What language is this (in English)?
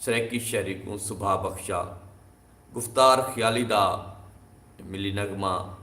Saraiki